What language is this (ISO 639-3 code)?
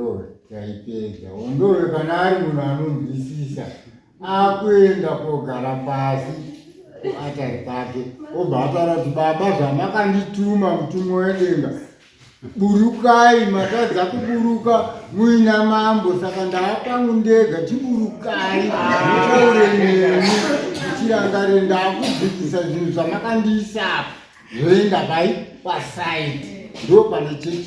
sna